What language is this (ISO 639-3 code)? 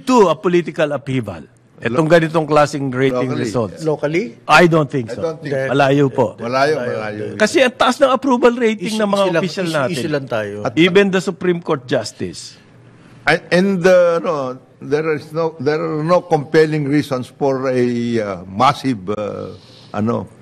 fil